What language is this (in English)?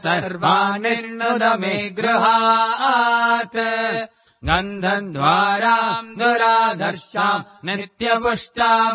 Sanskrit